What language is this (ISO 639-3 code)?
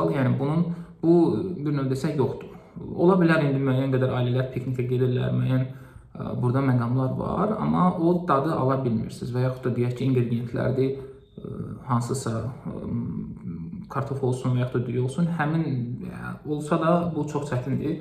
aze